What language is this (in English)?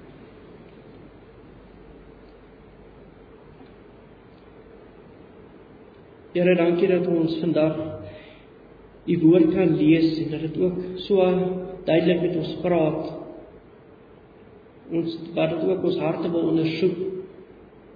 Afrikaans